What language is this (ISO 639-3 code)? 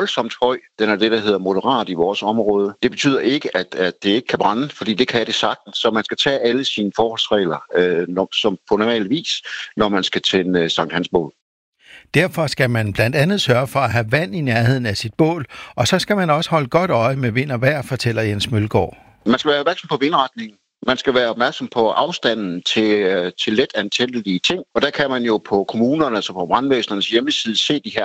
dan